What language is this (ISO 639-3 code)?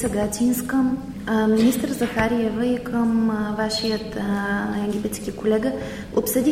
bul